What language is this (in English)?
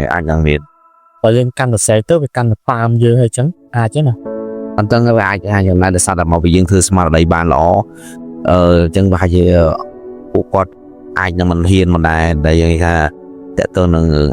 Khmer